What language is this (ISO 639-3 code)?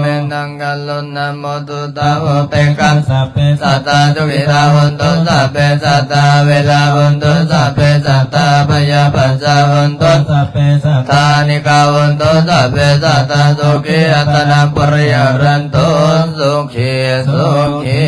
lao